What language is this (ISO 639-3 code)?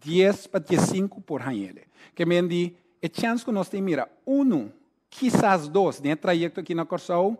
pap